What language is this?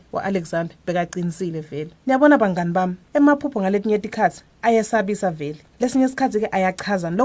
Swati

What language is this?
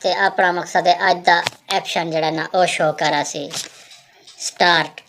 Saraiki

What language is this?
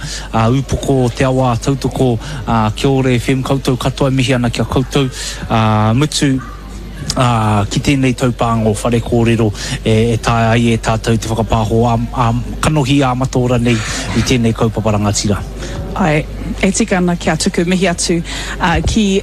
Māori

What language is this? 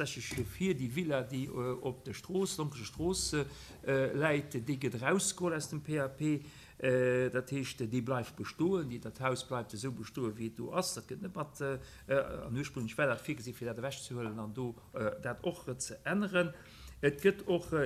Luxembourgish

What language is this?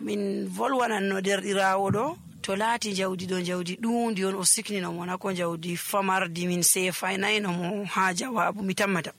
Nigerian Fulfulde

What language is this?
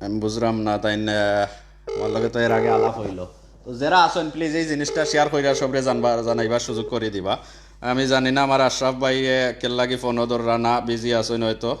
Sylheti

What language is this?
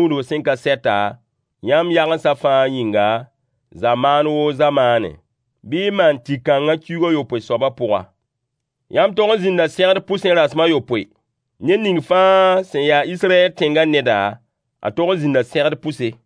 Mossi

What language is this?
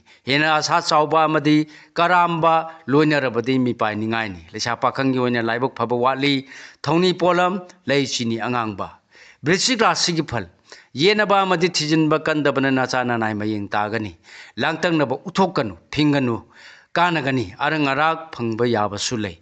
Manipuri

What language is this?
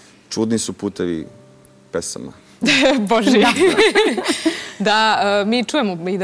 Serbian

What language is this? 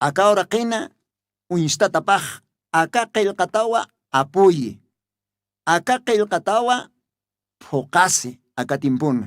Aymara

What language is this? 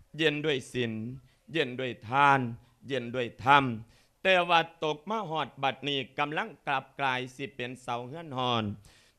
Lao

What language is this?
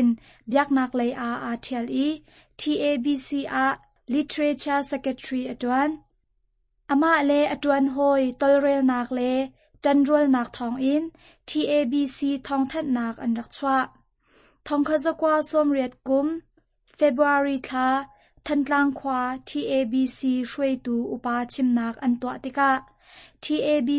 Hakha Chin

